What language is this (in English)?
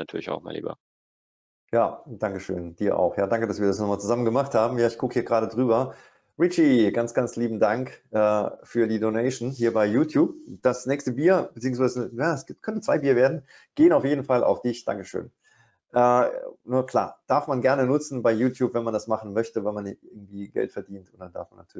German